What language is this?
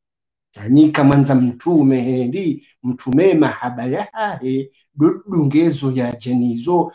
Swahili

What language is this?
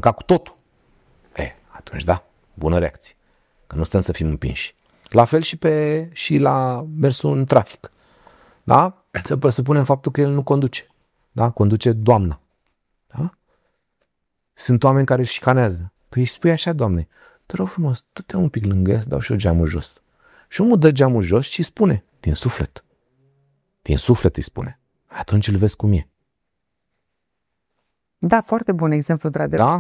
Romanian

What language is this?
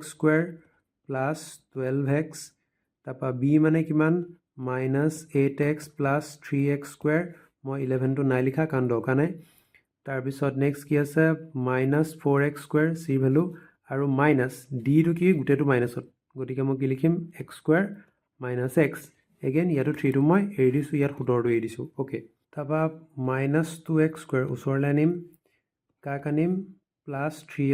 Assamese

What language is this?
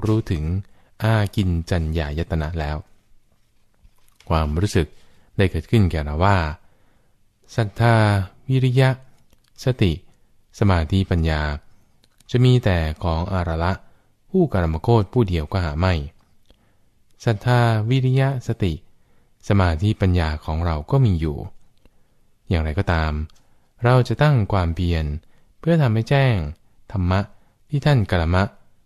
Thai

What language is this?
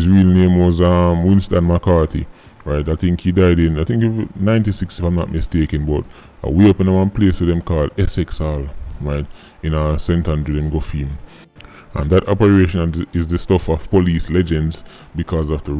Jamaican Creole English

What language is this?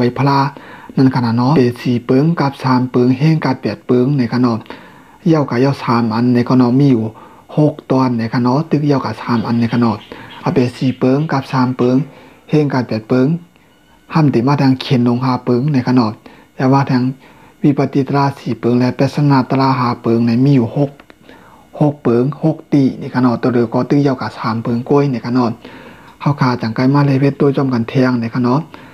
Shan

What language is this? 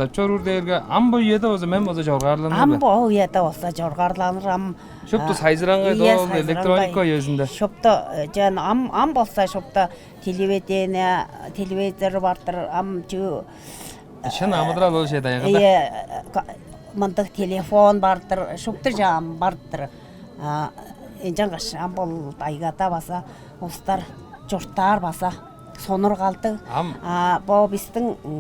Tuvinian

